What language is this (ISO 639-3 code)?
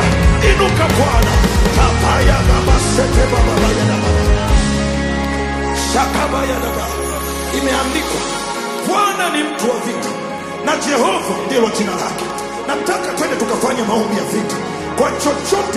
swa